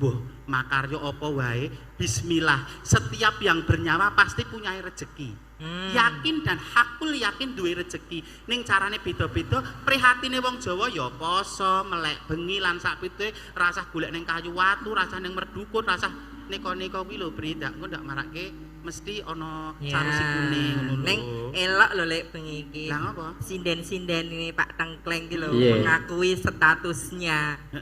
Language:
Javanese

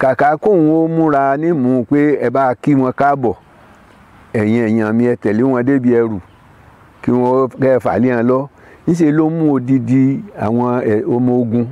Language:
Yoruba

